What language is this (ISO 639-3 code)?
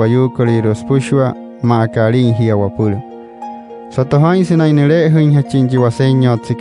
guc